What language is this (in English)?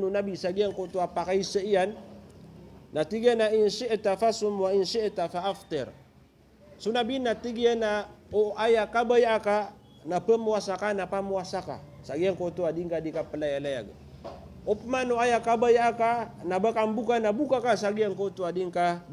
Maranao